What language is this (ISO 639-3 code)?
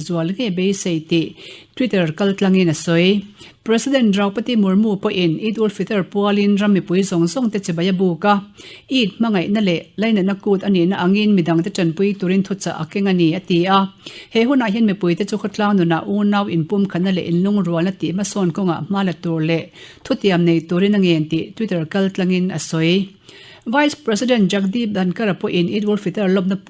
lus